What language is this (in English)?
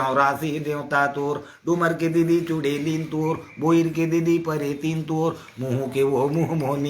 Chhattisgarhi